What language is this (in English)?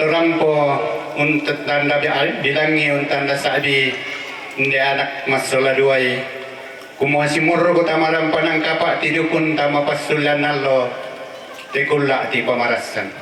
Toraja-Sa'dan